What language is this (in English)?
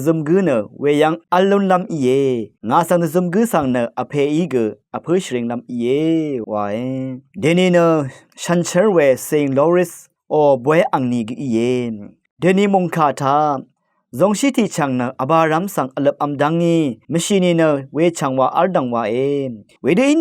Rawang